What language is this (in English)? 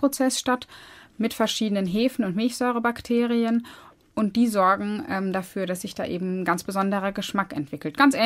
German